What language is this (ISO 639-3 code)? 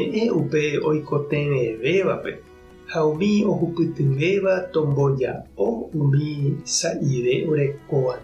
grn